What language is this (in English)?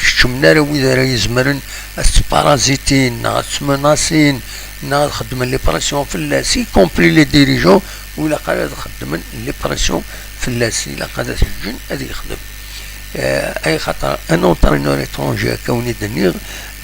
Kabyle